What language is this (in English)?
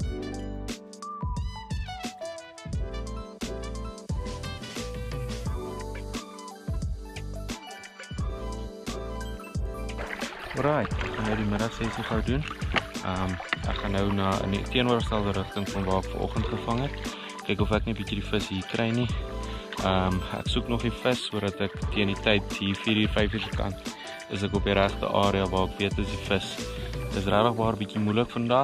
Afrikaans